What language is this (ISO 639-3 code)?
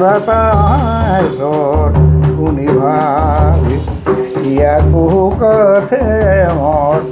sck